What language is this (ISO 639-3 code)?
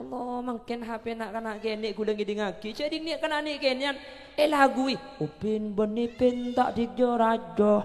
mad